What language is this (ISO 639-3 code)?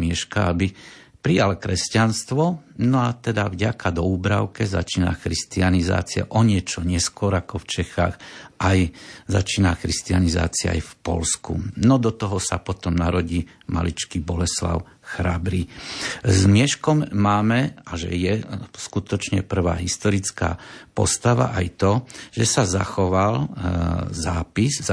slk